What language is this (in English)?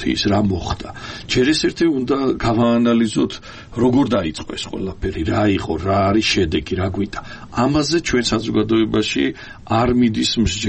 Georgian